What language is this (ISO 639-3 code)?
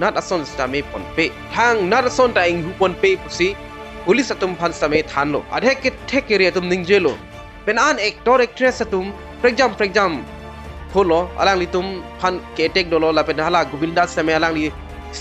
mjw